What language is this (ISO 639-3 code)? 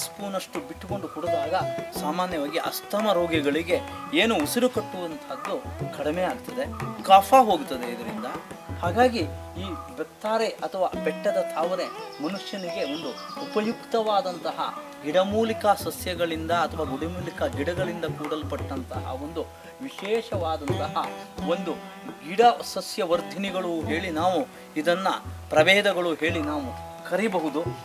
kan